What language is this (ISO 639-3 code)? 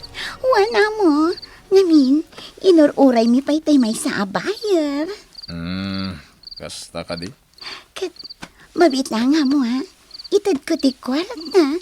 ilo